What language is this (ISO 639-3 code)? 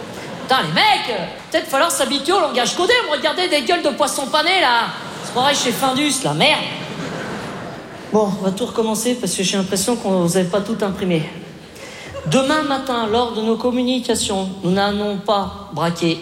fra